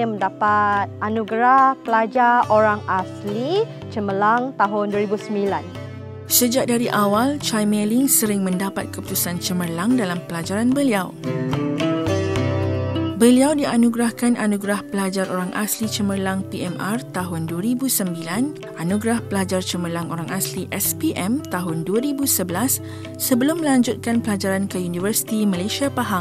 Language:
Malay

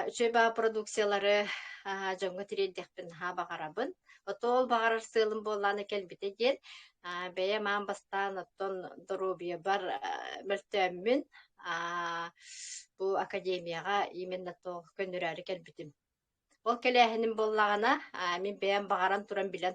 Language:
Yakut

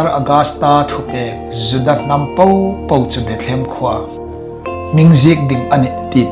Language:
Hmar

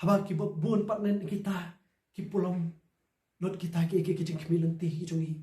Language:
Khasi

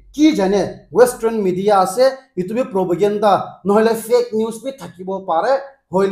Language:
Naga Pidgin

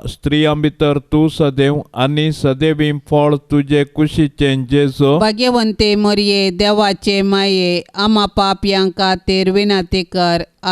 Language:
Konkani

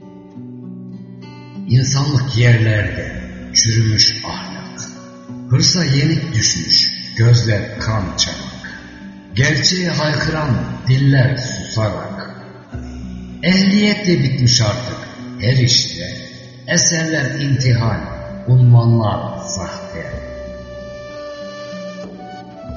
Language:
Turkish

